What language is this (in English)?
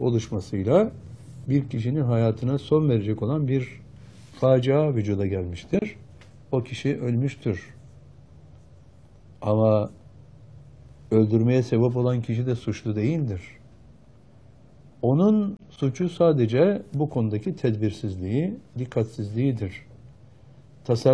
Turkish